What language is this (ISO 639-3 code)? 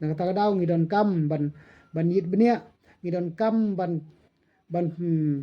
kha